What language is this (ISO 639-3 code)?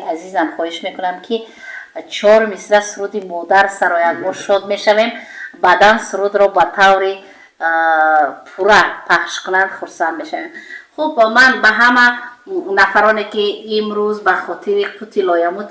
tgk